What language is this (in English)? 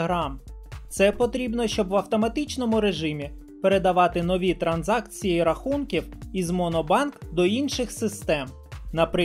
Ukrainian